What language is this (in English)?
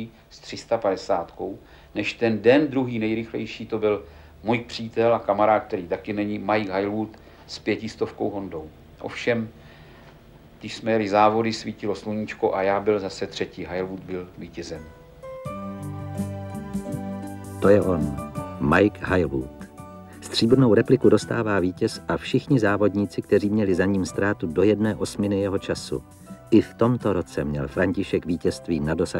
Czech